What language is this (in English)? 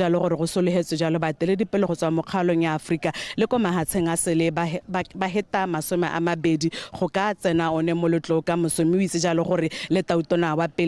Tswana